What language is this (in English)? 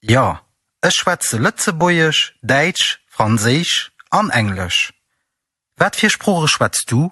Luxembourgish